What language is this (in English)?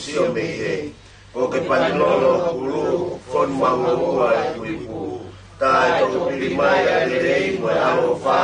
Tongan